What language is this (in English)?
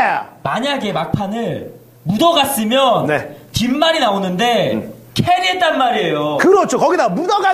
Korean